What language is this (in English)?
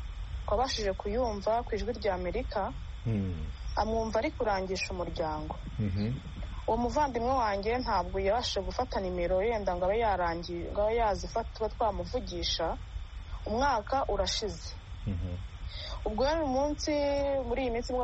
Kinyarwanda